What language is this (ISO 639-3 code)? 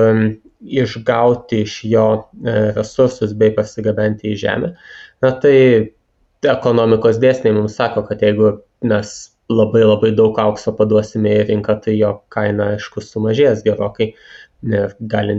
lit